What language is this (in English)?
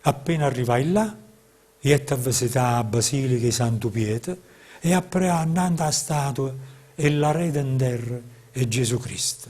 Neapolitan